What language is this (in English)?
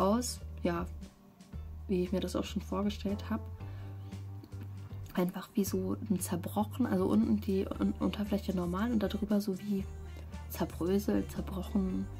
German